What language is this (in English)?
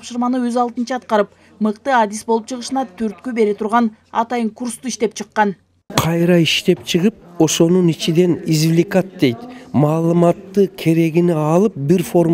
Kyrgyz